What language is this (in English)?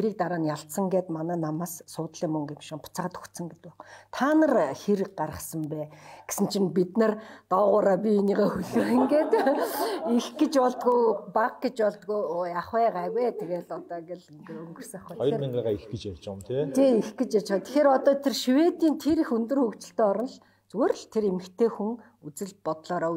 Mongolian